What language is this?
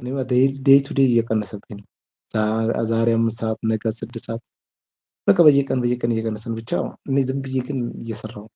Amharic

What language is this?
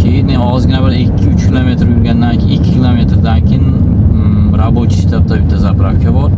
Uzbek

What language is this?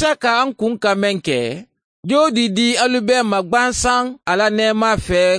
Mandingo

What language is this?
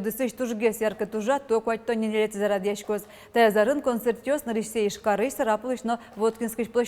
Udmurt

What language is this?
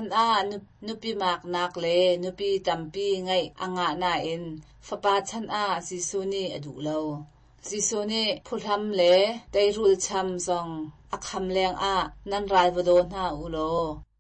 Hakha Chin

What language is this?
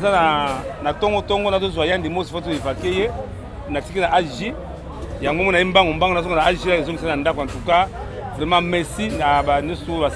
Lingala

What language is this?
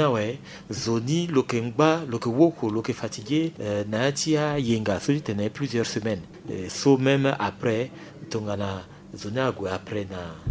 Sango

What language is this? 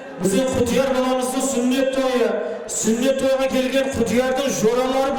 Kara-Kalpak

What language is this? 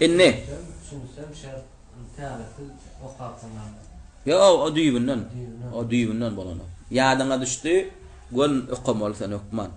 Turkmen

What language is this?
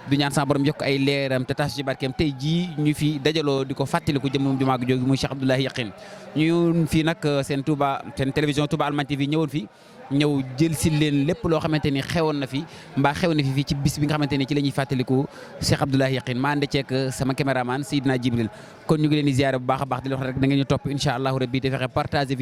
Wolof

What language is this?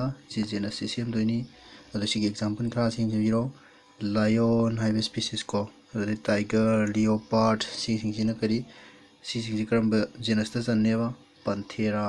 Manipuri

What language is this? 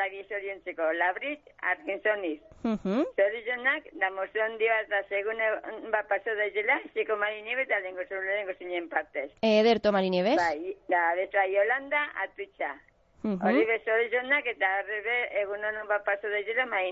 Basque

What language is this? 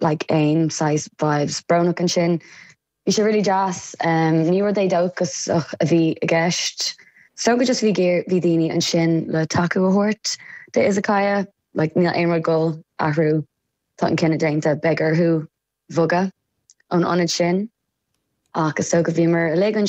Irish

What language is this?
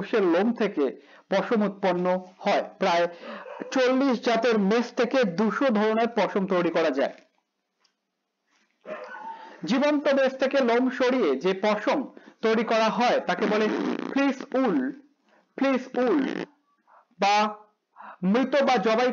Bangla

